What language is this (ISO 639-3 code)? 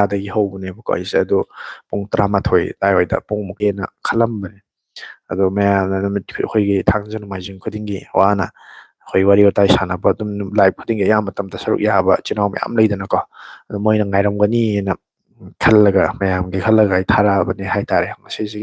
mni